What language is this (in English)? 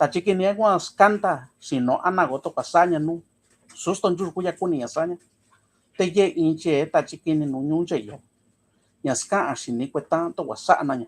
Mixtepec Mixtec